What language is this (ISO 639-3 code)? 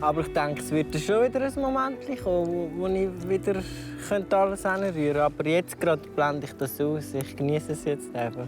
gsw